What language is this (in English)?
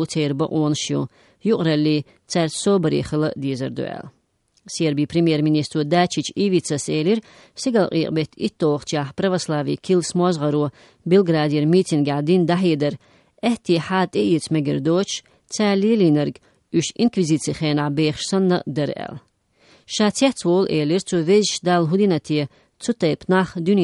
Chechen